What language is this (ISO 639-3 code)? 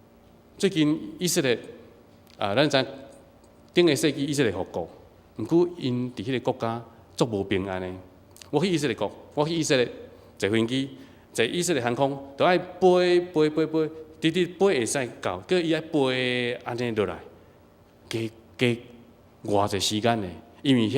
nan